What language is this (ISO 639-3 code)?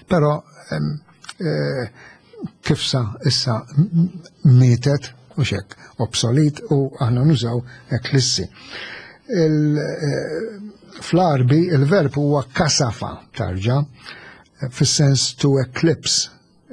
mlt